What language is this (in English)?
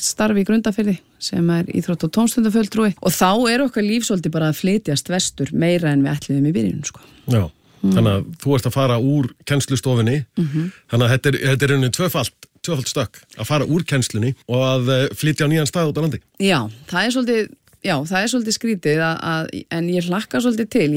Icelandic